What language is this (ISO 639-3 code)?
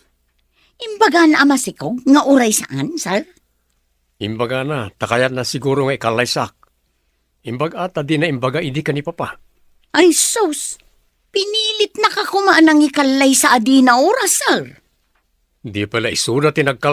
ilo